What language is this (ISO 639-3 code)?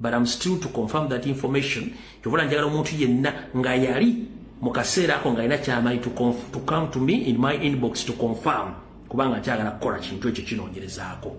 lug